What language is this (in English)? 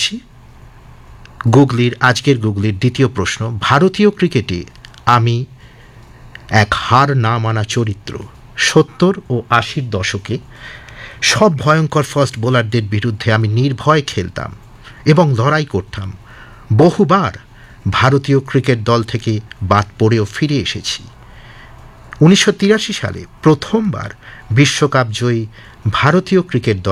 Bangla